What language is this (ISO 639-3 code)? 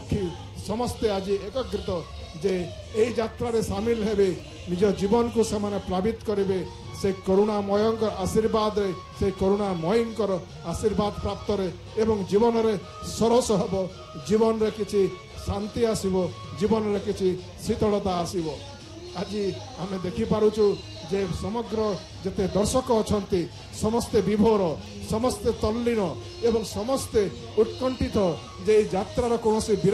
ori